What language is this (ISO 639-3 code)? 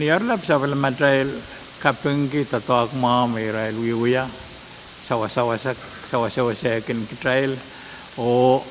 pon